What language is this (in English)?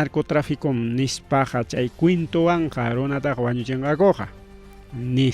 Ayacucho Quechua